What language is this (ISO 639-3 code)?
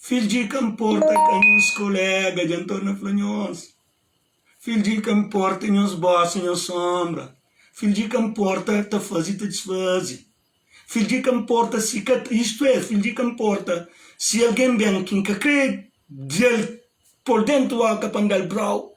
kea